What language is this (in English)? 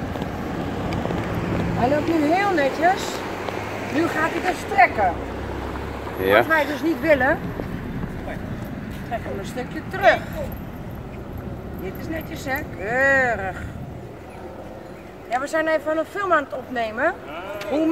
Dutch